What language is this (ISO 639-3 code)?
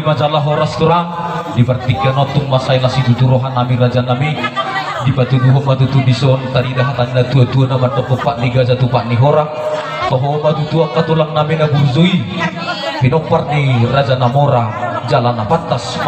bbc